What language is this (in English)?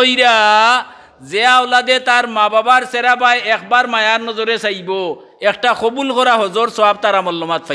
Sylheti